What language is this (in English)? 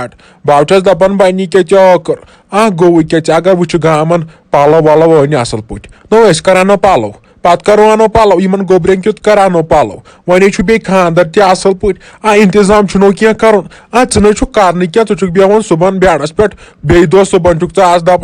Kashmiri